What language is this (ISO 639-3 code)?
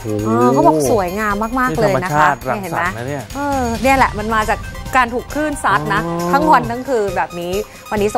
tha